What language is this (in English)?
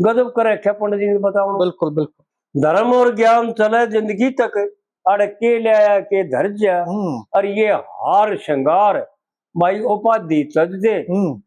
Haryanvi